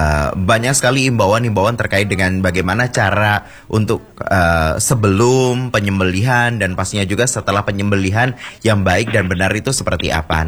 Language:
Indonesian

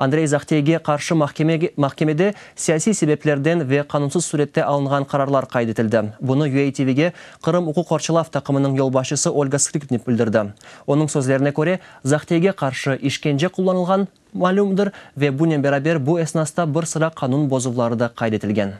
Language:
Crimean Tatar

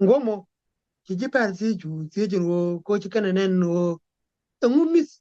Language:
Nuer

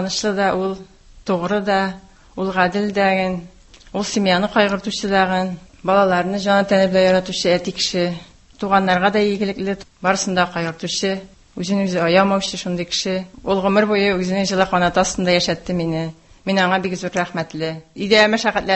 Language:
Tatar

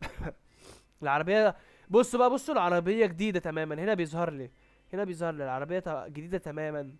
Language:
Egyptian Arabic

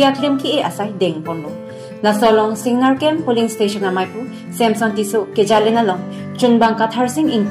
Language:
Karbi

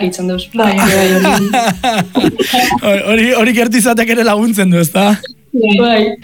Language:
Basque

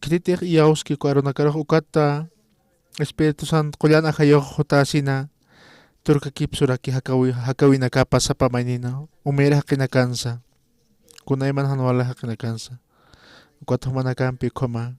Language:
Aymara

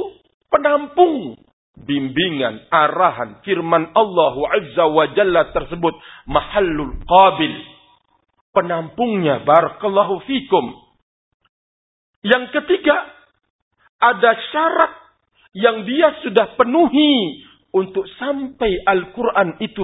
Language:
Indonesian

